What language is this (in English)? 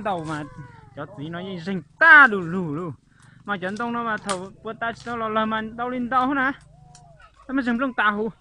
Hmong